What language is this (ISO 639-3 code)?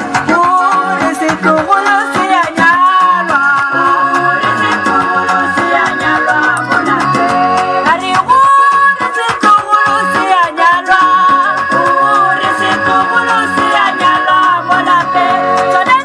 tsn